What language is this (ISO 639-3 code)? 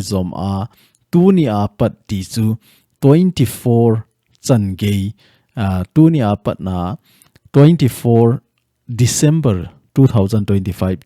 tcz